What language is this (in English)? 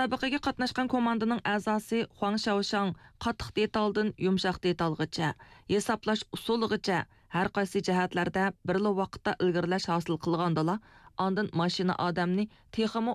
Uyghur